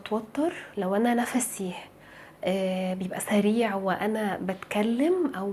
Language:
Egyptian Arabic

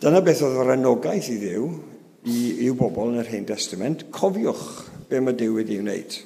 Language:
Welsh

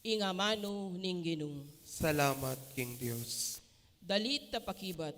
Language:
Pampanga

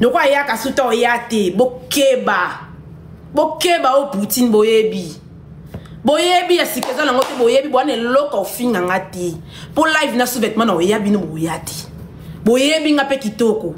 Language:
Lingala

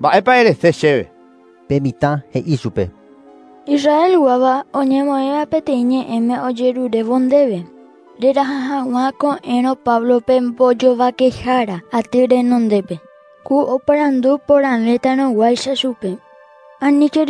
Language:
Guarani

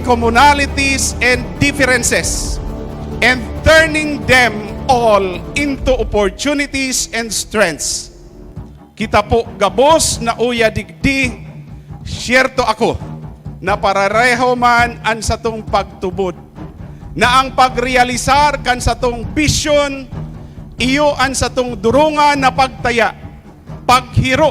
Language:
Bikol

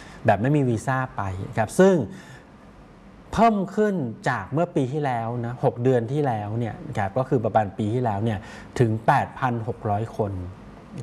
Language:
Thai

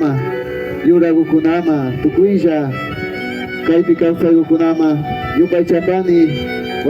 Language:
Imbabura Highland Quichua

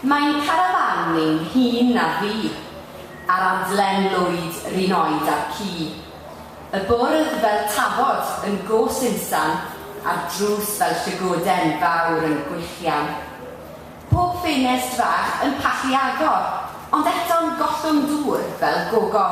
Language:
Welsh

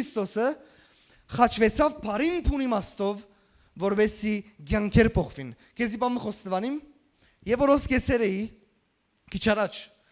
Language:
Western Armenian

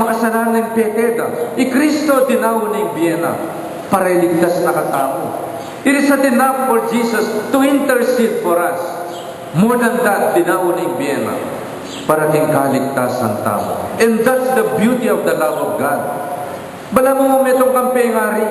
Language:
Pampanga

